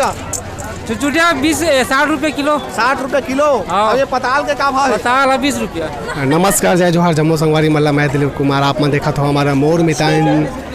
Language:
Chhattisgarhi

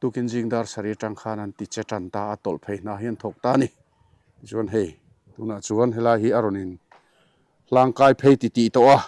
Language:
Mizo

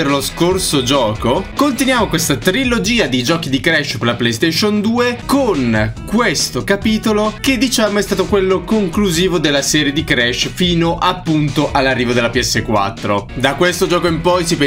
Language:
Italian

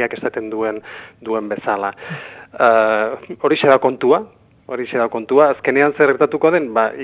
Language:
Basque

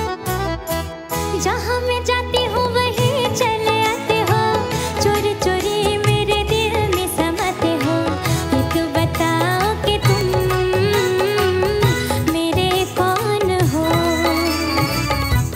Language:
Hindi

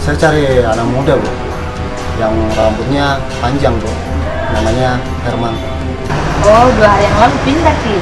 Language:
Makassar Malay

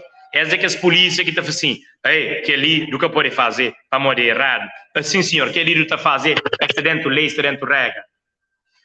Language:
Kabuverdianu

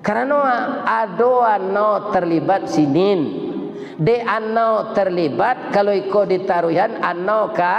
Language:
Minangkabau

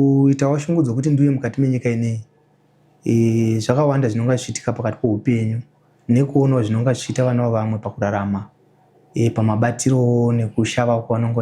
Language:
Shona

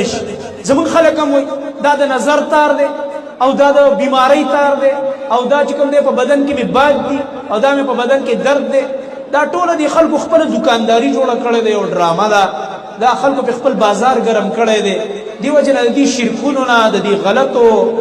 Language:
Pashto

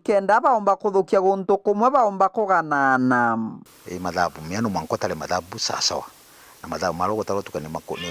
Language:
Meru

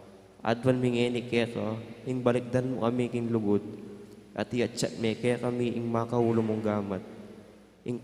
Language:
Pampanga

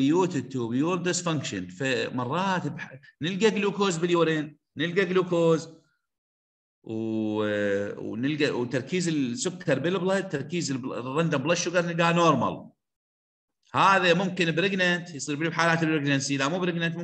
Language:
Mesopotamian Arabic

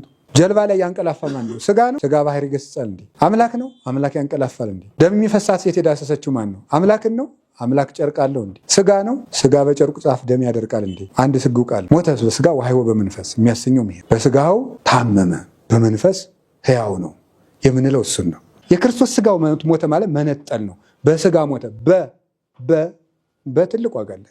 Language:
Amharic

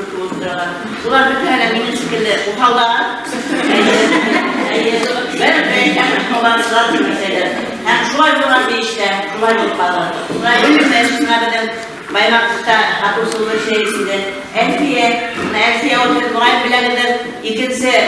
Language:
Bashkir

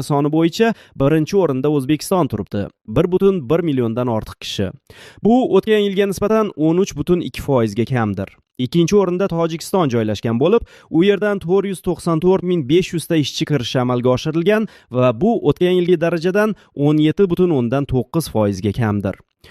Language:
Uzbek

